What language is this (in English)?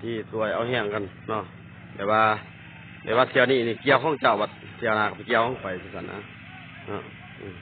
Lao